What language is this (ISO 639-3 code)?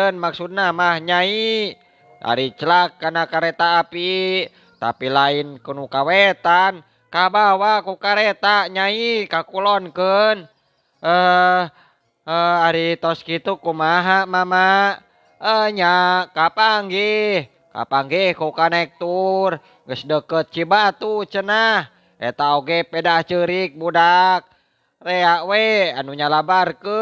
sun